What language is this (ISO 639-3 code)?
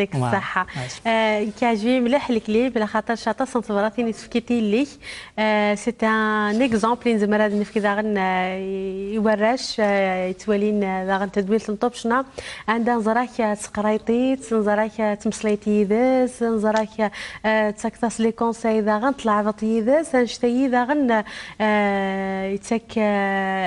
kab